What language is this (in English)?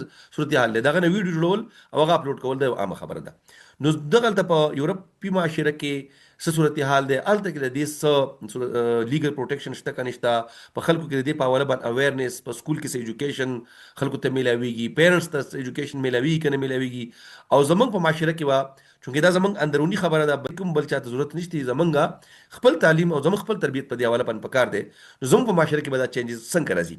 Pashto